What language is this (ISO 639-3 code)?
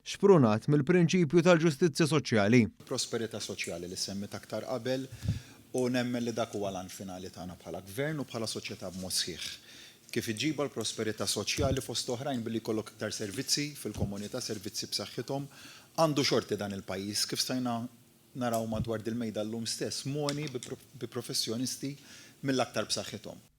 mlt